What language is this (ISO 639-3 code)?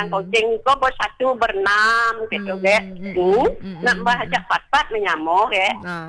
ban